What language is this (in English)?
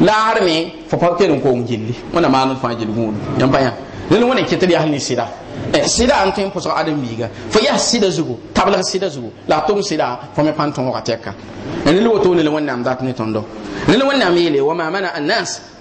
Mossi